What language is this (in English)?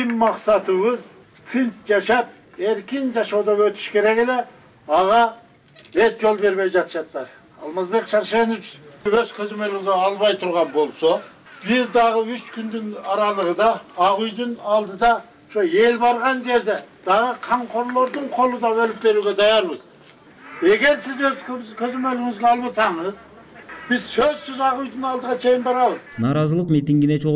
Kyrgyz